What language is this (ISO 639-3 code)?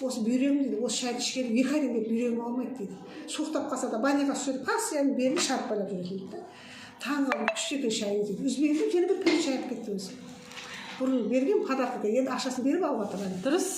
kaz